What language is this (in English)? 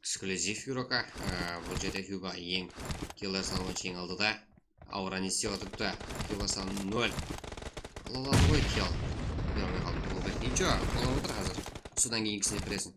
Kara-Kalpak